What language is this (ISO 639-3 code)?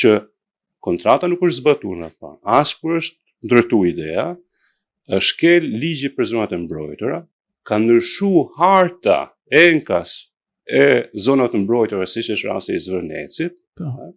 sqi